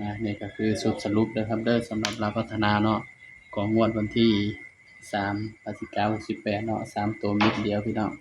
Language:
Northeastern Thai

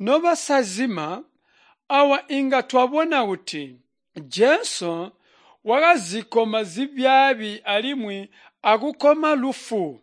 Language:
Tonga (Zambia)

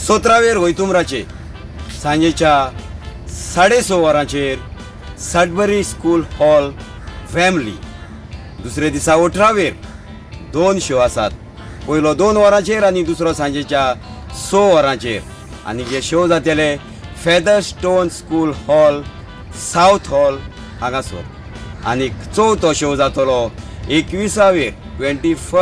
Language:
Konkani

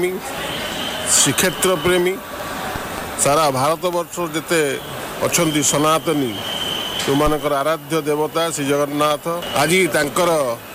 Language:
Odia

